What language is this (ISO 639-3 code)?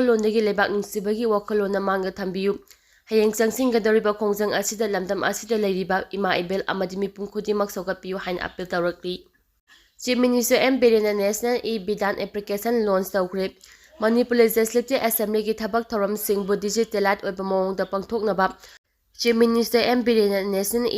mni